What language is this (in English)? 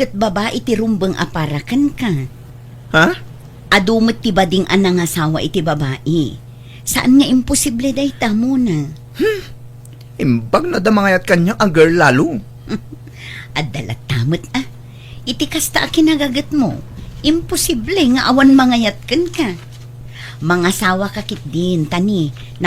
Iloko